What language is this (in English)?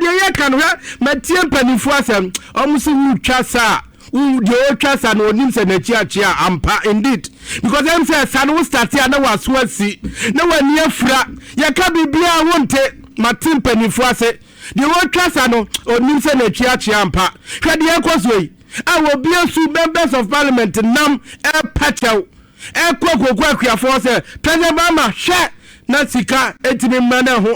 Akan